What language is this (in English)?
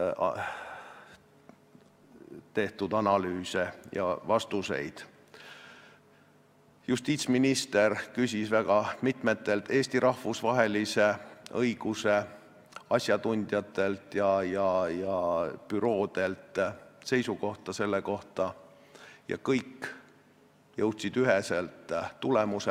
Estonian